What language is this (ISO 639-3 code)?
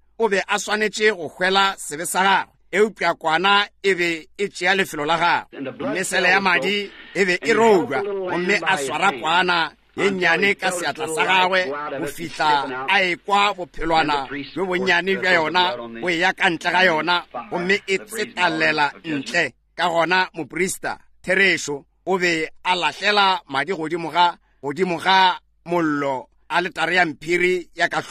nso